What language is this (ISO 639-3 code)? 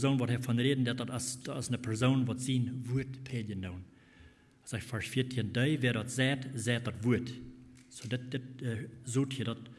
pdt